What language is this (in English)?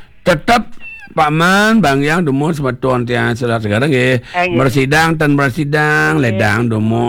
Balinese